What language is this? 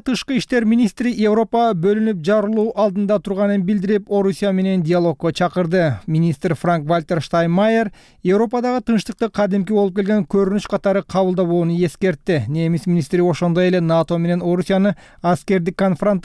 Kyrgyz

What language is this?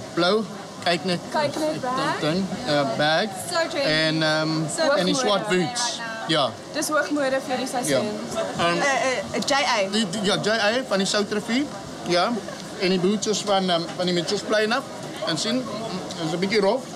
Afrikaans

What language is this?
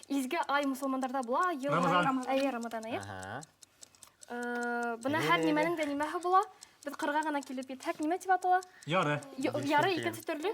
Bashkir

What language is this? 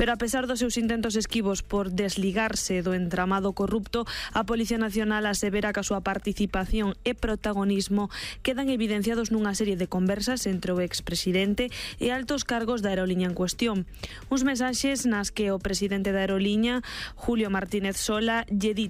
Galician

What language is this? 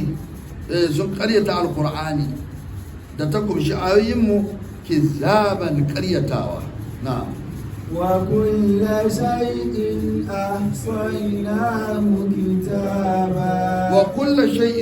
Hausa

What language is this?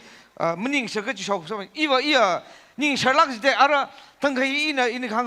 Tangkhul Naga (India)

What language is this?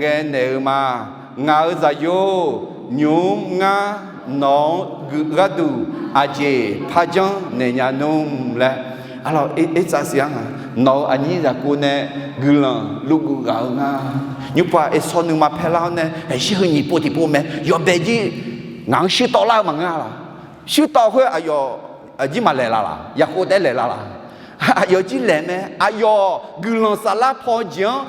Akha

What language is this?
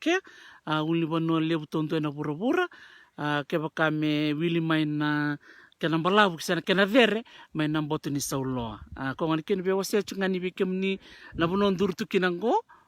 Fijian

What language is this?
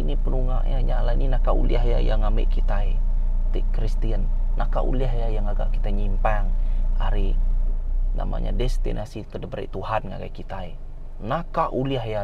Iban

